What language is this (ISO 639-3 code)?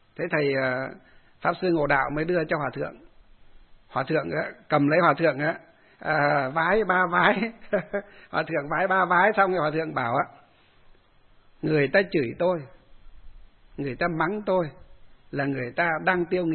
vie